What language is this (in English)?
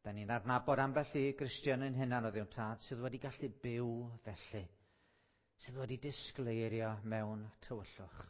Welsh